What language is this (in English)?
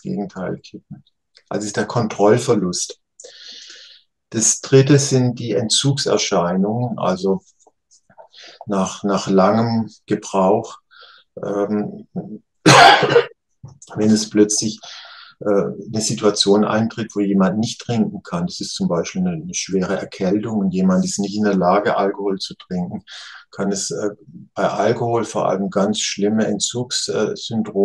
German